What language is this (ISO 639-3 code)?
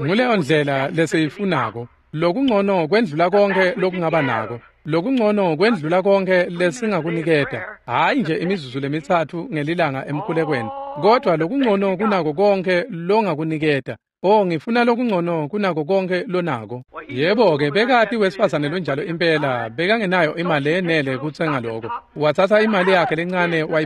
ssw